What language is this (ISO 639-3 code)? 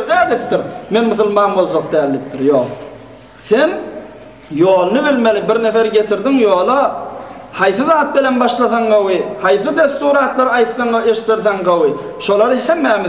tuk